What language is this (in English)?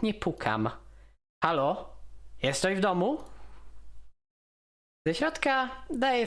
Polish